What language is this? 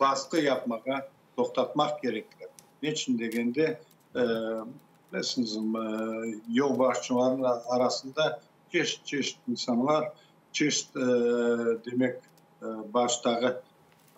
Crimean Tatar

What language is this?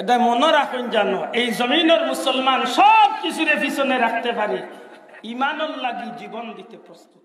Sylheti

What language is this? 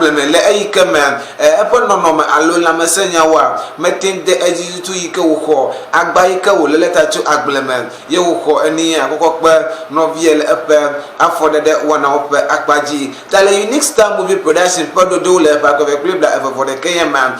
Ewe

